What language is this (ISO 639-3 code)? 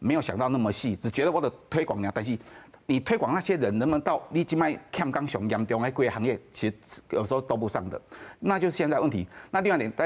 nan